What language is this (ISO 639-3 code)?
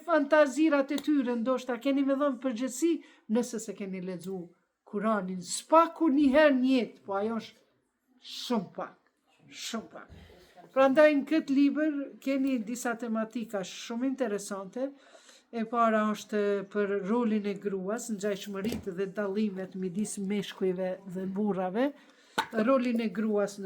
sqi